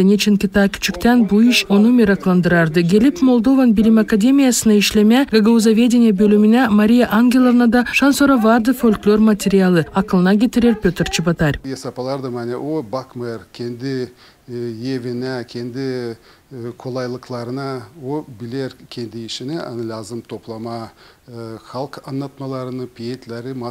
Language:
Gagauz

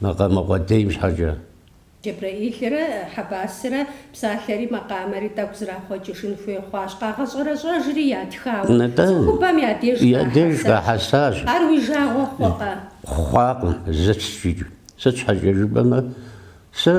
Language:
Kabardian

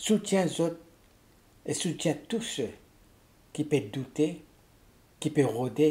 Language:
Morisyen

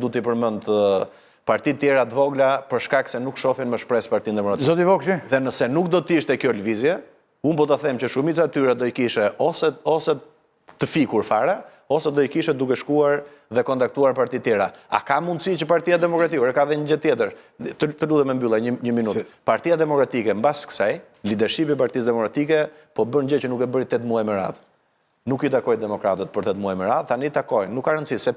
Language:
Albanian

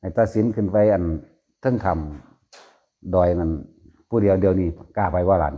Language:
Northeastern Thai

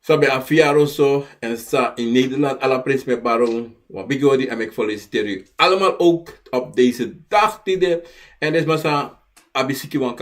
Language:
Sranan Tongo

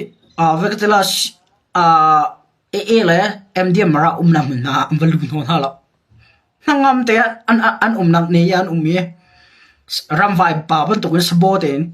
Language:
Hakha Chin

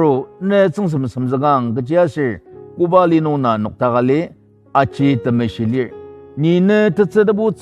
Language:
Ao Naga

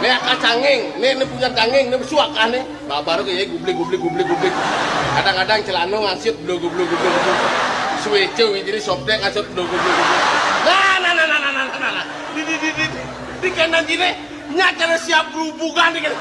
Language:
Balinese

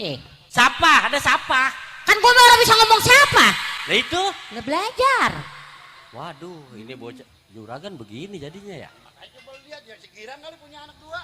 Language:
Betawi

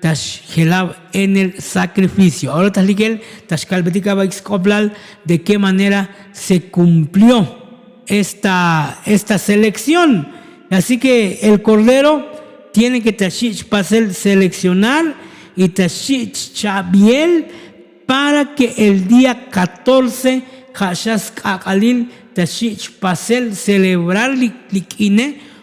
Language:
Tzotzil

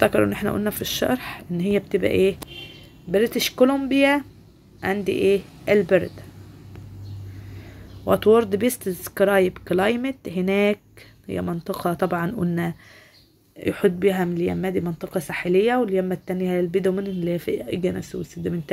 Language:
Egyptian Arabic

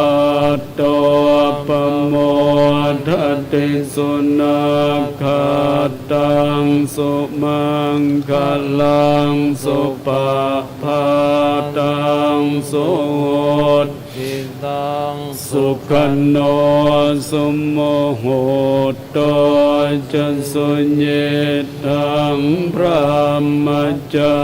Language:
Pali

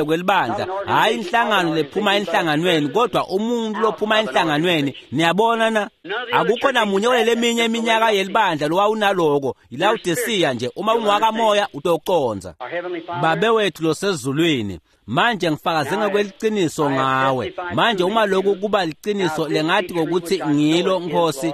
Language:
Swati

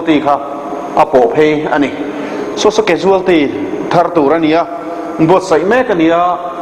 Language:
Mizo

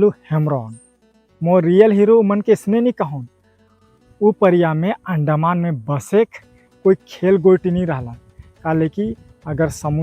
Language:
Sadri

